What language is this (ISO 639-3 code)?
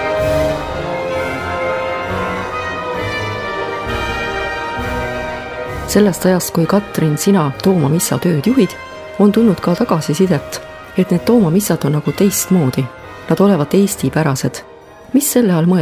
est